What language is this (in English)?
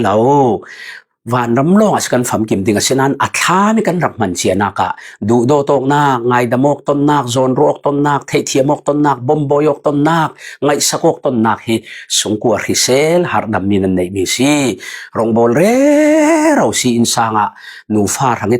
Falam Chin